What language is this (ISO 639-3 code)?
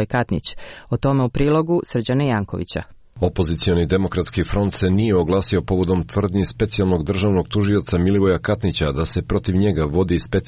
srp